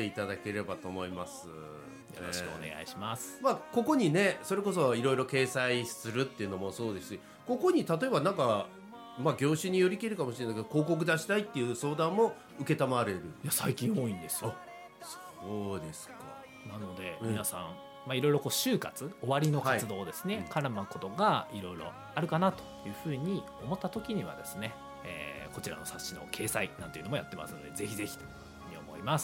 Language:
Japanese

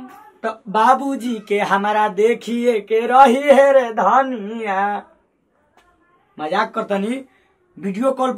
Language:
Bhojpuri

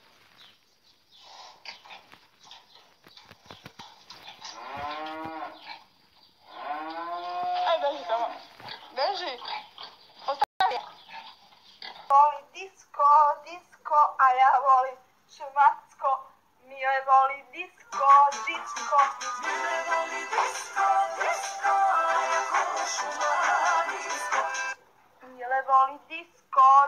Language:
Serbian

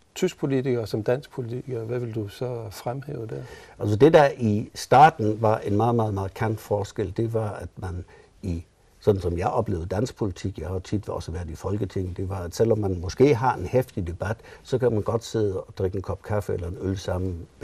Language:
Danish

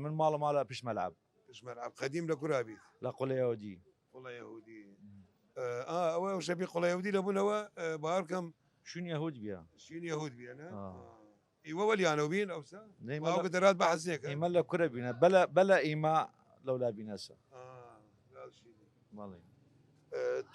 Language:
Southern Kurdish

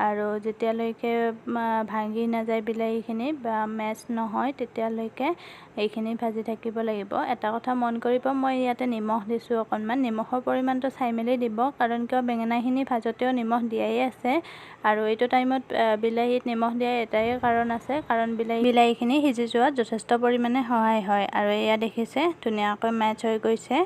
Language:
Assamese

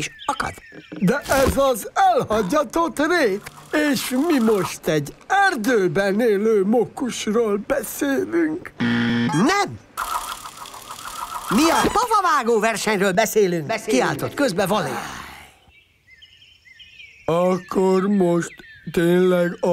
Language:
Hungarian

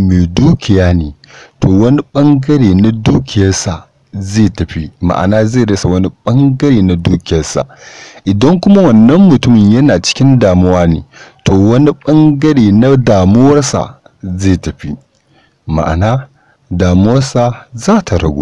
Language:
Hausa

